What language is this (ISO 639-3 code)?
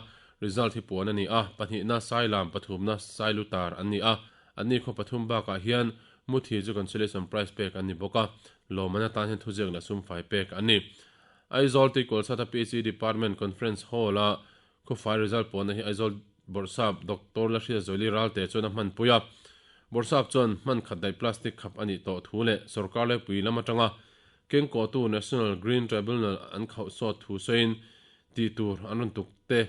lus